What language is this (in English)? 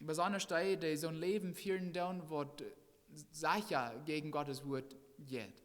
Plautdietsch